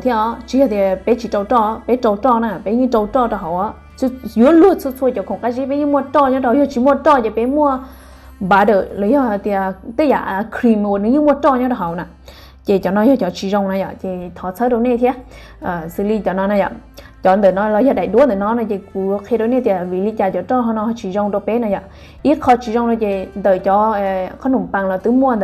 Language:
Hmong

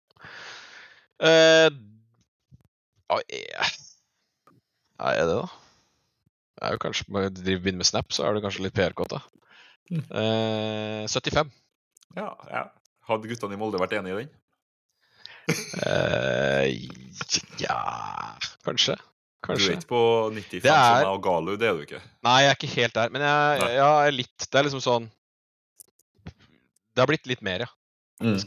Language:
Norwegian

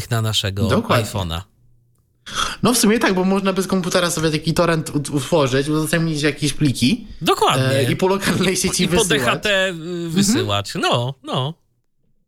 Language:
Polish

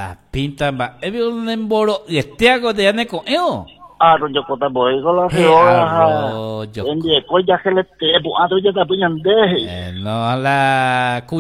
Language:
Guarani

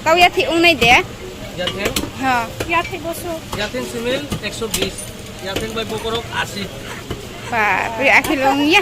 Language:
Riang (India)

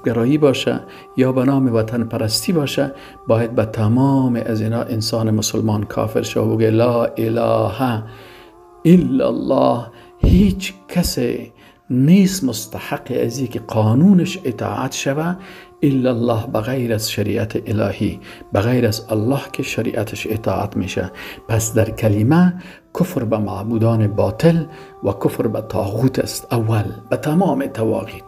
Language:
Persian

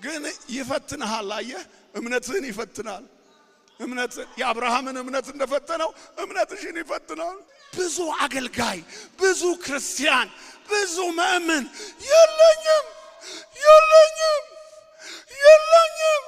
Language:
Amharic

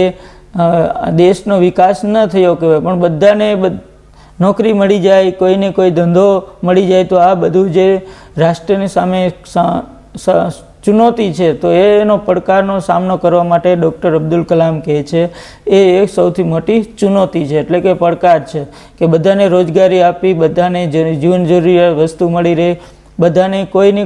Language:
Gujarati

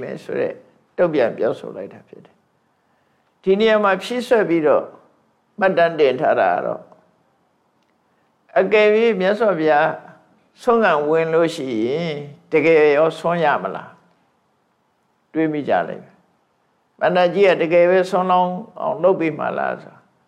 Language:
Burmese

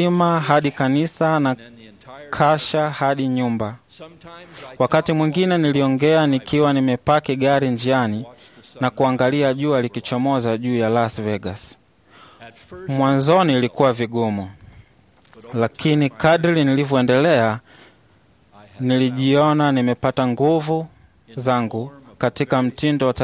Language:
Swahili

